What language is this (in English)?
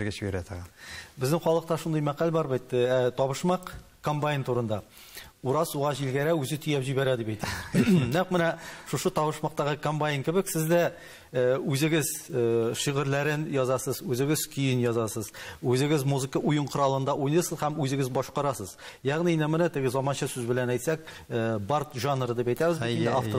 Tatar